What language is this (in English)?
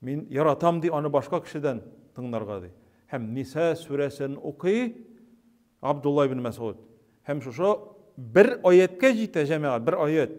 Tatar